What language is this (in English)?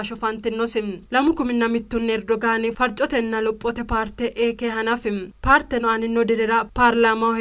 Sidamo